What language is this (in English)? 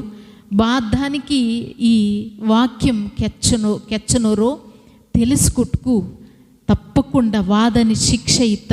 Koya